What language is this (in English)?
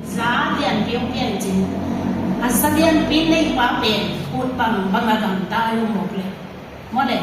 Tedim Chin